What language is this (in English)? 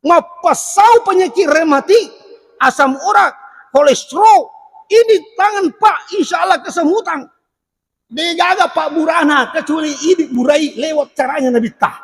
Buginese